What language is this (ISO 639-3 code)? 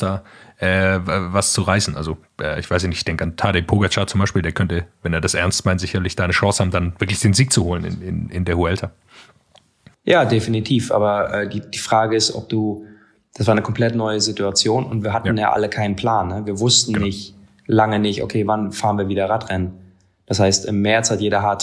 deu